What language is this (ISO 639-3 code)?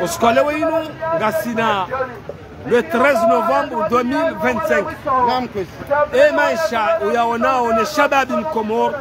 zdj